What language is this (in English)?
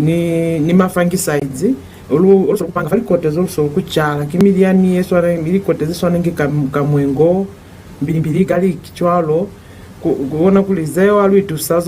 Lozi